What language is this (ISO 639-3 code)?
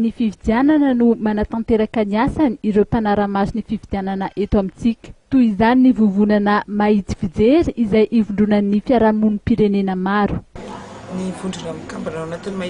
mlg